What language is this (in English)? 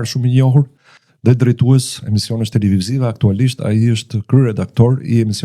Albanian